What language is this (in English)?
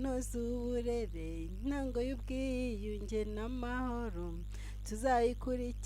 Kinyarwanda